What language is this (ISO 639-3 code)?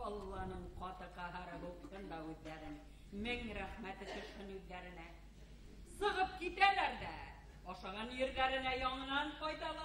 bak